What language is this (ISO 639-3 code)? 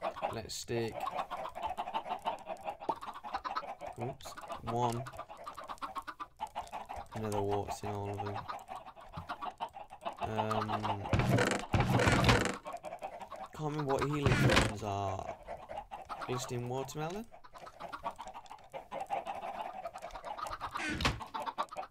eng